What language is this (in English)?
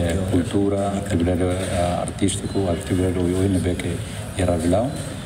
Tetum